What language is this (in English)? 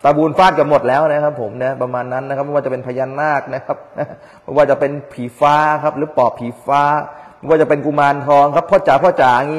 Thai